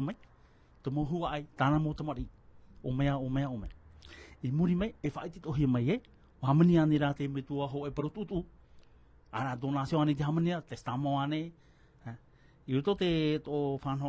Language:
Tahitian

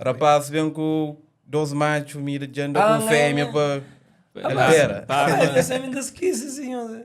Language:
Kabuverdianu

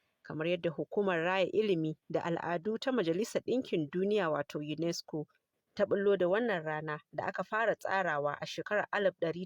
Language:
Hausa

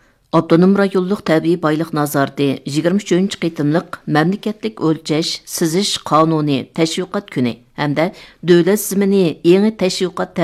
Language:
Uyghur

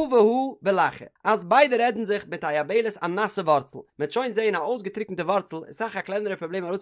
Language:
Yiddish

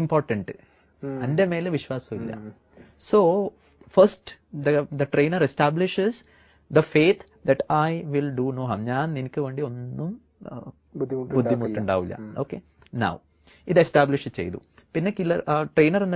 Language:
Malayalam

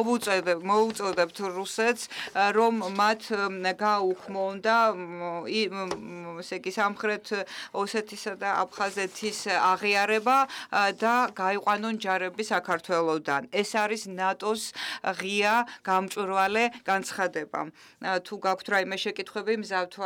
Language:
Georgian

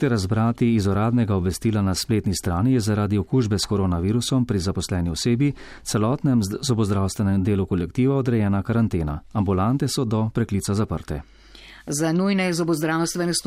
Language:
Slovenian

